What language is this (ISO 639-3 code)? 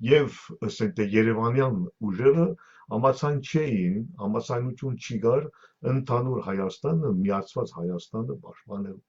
hyw